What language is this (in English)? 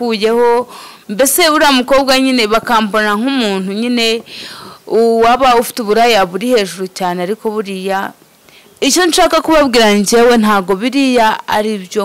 Kinyarwanda